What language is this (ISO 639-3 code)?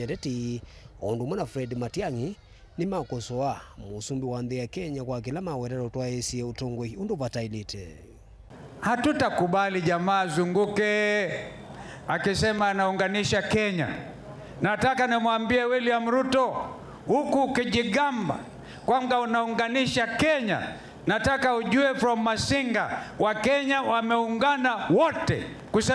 kam